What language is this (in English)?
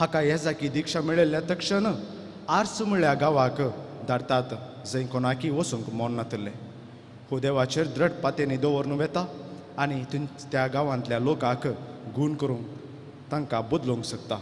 Konkani